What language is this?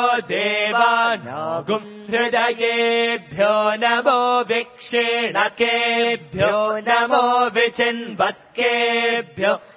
Sanskrit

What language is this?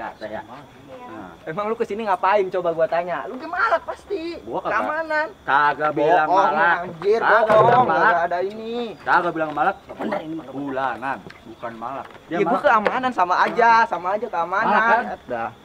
Betawi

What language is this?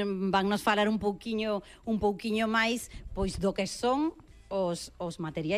Galician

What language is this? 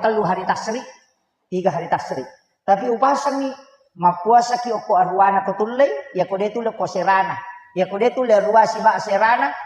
Buginese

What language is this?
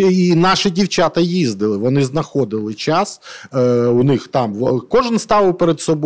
Ukrainian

